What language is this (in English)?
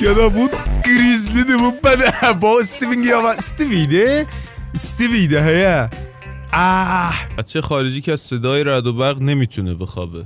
South Azerbaijani